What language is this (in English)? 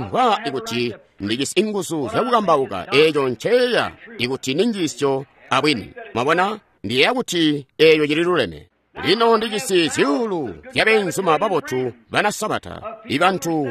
Tonga (Zambia)